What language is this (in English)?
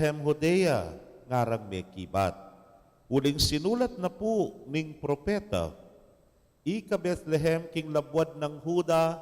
Pampanga